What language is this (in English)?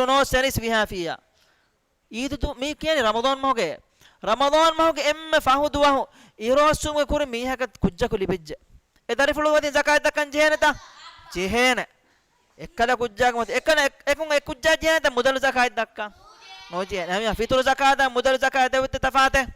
Divehi